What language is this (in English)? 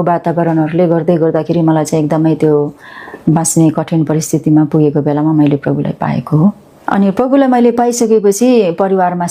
Nepali